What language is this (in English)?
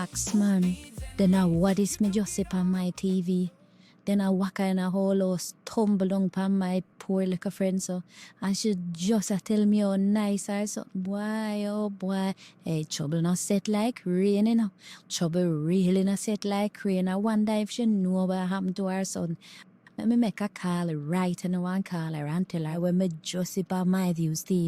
Jamaican Creole English